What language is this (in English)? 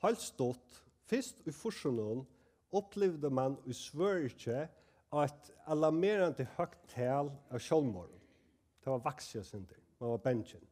Faroese